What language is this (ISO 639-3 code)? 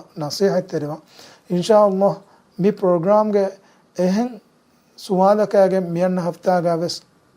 div